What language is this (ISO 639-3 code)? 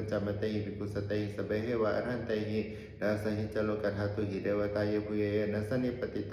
pli